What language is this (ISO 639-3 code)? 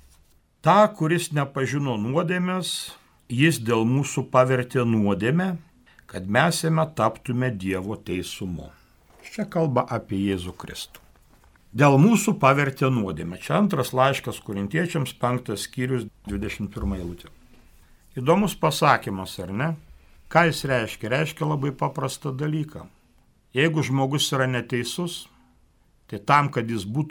lit